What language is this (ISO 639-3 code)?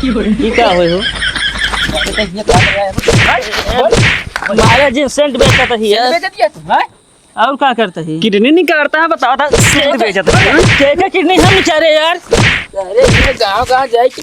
awa